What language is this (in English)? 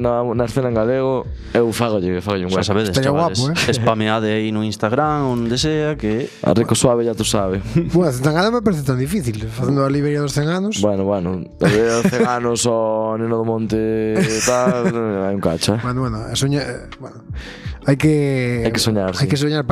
Galician